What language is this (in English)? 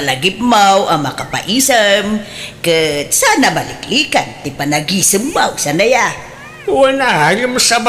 Iloko